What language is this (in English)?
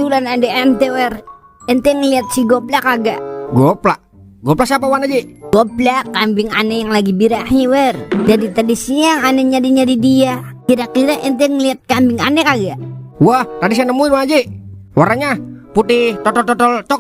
Betawi